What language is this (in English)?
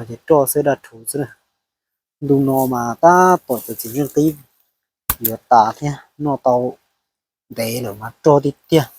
Hmong